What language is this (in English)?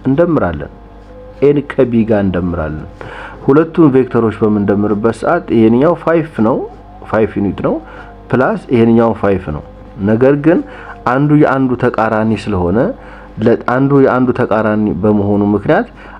Amharic